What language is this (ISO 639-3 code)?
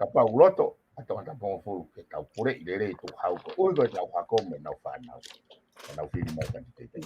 ton